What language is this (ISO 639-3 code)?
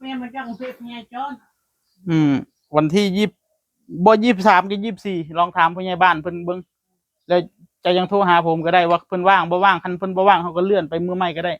tts